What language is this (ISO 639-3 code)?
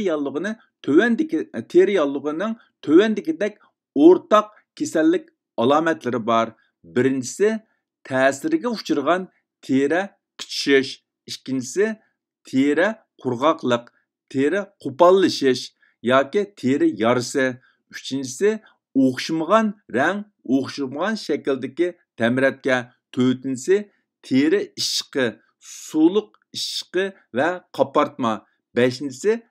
uig